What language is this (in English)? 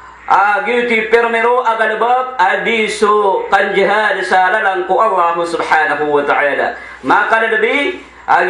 Maranao